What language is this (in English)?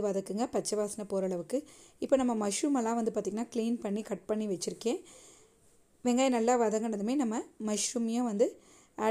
Tamil